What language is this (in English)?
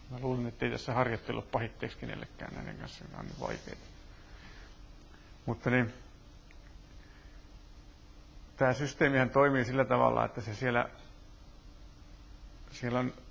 Finnish